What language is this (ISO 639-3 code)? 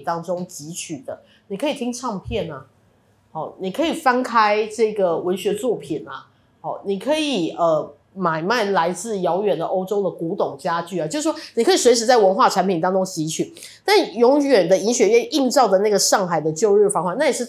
zho